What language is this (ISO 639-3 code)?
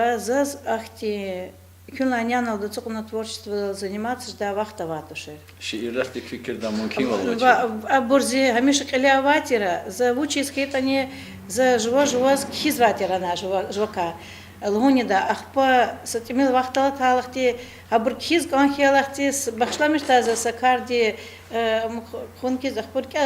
lez